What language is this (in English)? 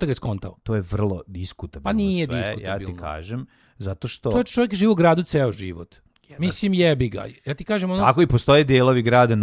Serbian